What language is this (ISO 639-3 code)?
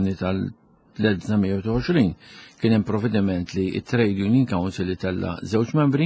mlt